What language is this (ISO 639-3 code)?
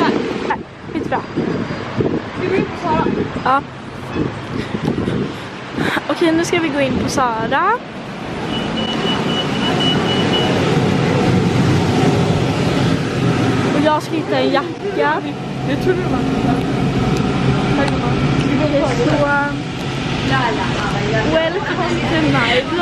swe